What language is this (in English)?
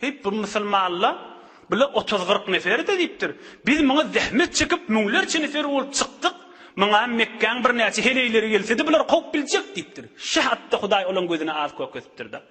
Turkmen